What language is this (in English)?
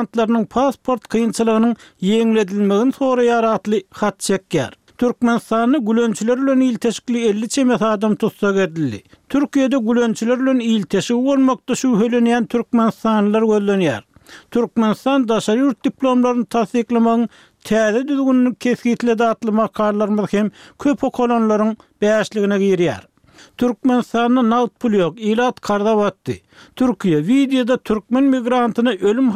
Turkmen